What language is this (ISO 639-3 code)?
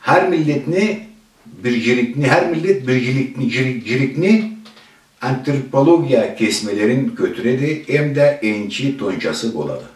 krc